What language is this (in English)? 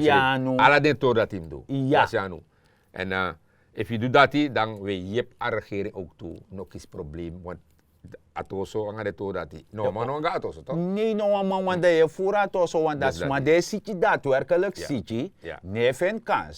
Sranan Tongo